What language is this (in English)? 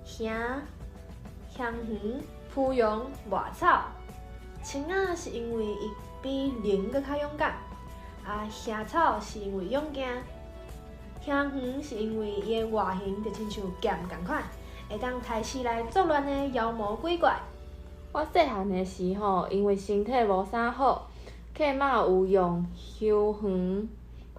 Min Nan Chinese